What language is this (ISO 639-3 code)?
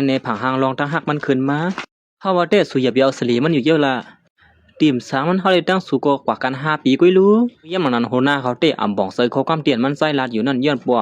shn